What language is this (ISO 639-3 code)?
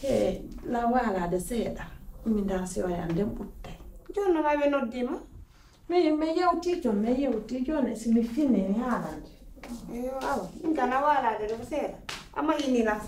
fuf